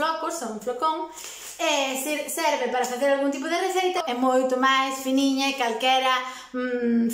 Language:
Galician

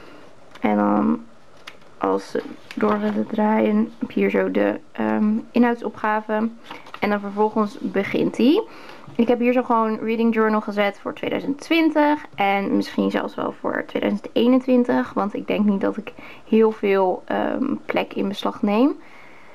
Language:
Dutch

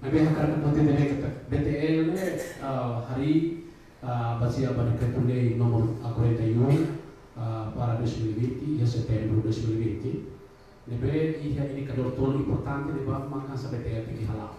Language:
Tetum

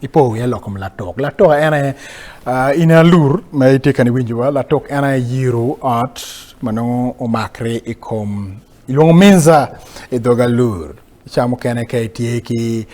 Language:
Acoli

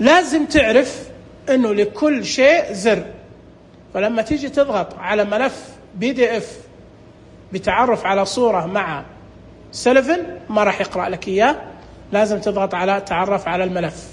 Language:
Najdi Arabic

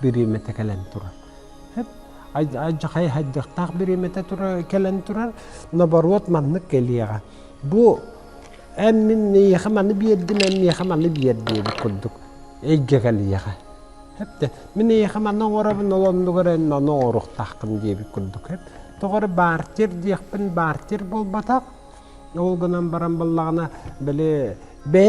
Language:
Yakut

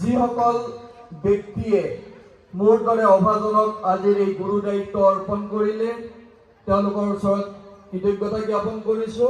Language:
Assamese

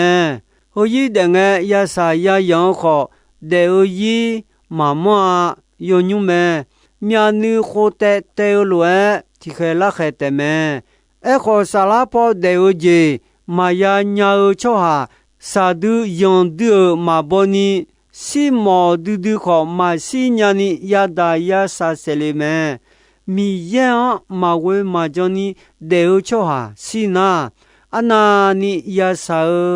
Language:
Akha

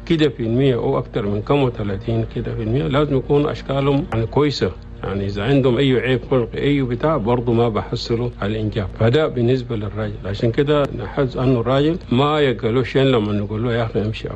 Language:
Chadian Arabic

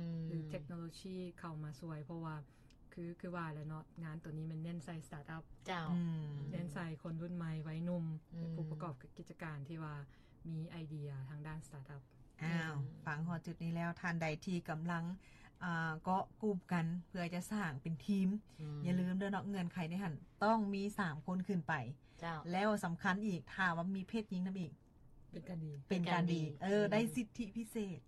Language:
Lao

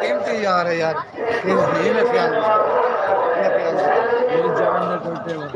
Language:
Saraiki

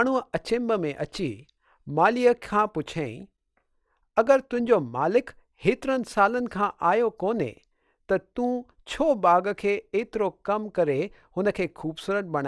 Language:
Sindhi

